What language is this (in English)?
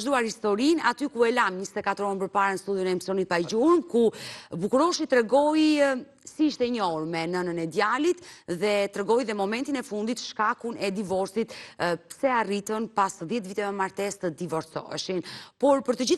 Albanian